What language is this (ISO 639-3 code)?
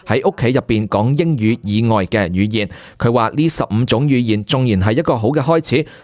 yue